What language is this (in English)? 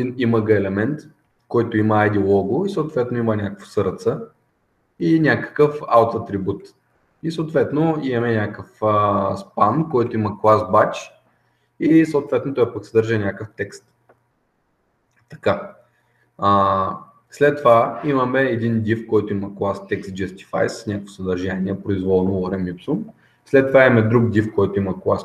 Bulgarian